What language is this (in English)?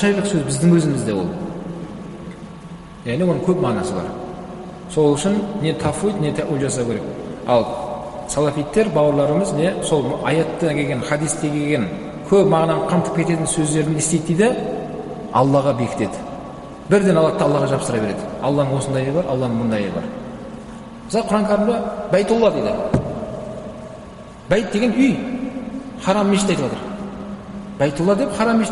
Kazakh